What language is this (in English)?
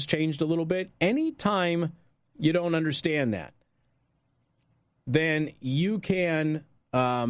English